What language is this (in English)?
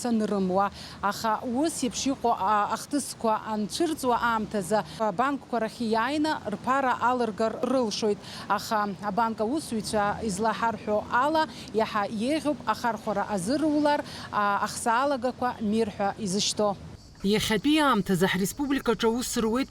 Abkhazian